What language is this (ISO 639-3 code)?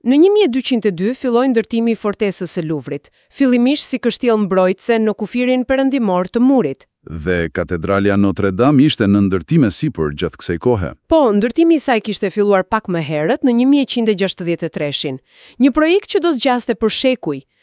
sqi